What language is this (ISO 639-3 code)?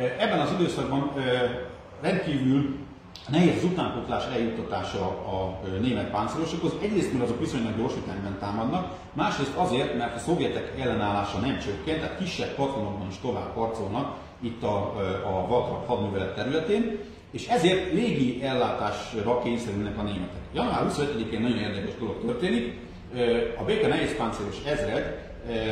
hun